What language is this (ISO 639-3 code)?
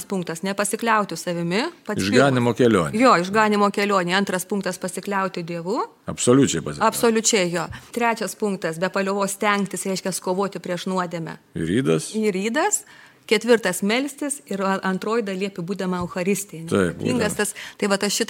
lit